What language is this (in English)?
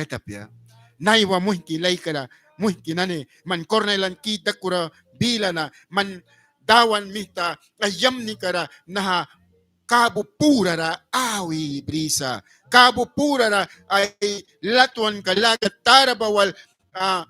Mískito